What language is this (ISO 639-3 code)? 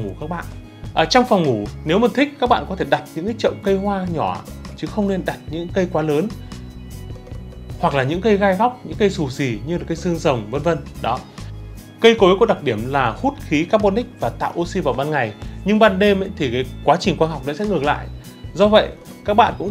vie